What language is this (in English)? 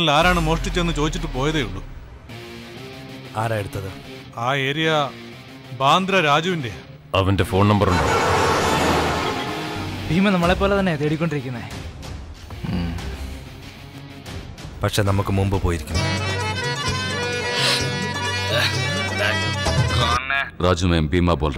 Malayalam